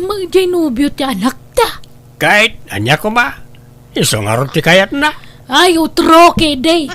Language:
Iloko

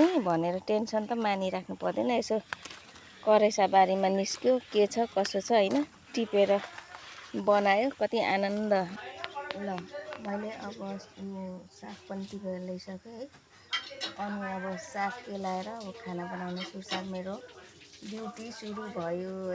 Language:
Nepali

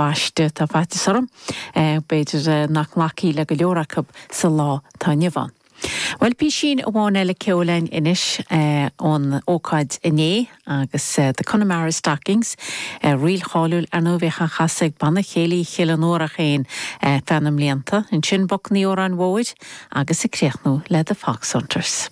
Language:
Irish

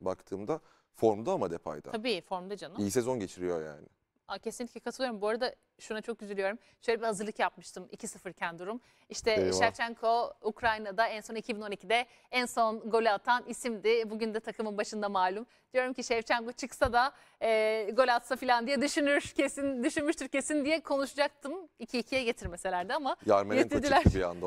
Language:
Turkish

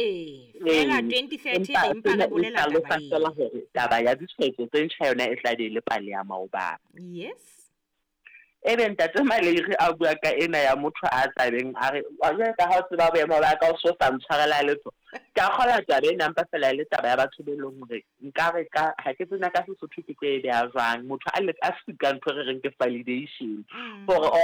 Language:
Southern Sotho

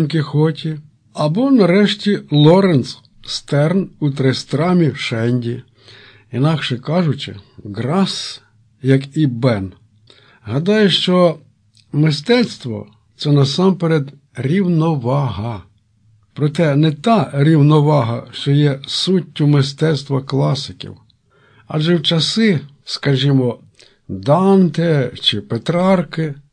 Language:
Ukrainian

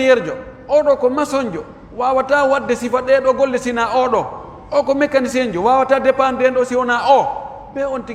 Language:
Pular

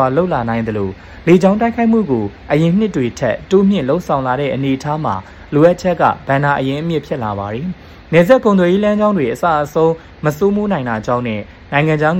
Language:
Burmese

